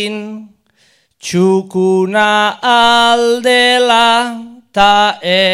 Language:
Basque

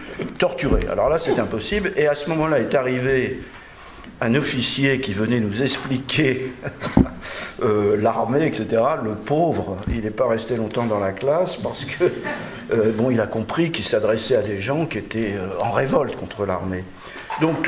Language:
French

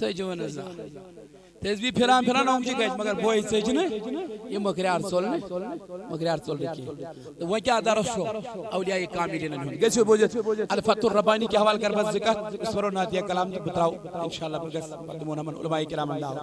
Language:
Kashmiri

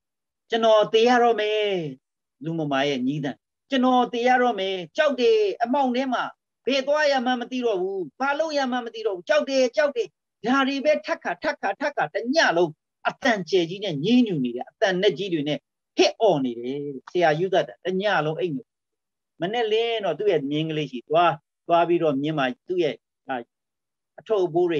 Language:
Burmese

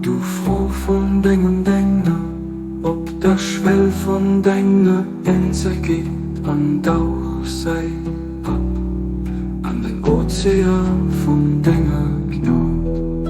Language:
Luxembourgish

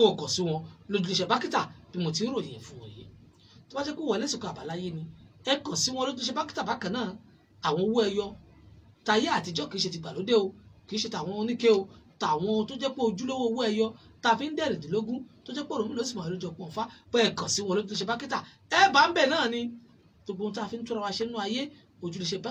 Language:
Yoruba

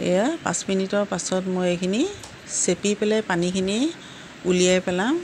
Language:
Assamese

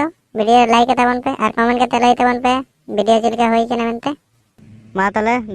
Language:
Santali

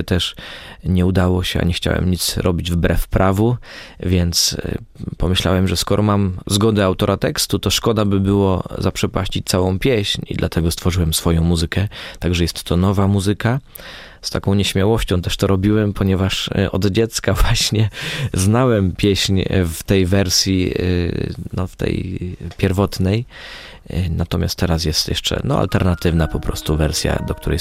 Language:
Polish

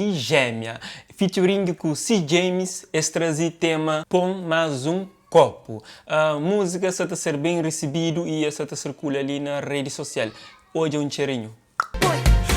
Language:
Kabuverdianu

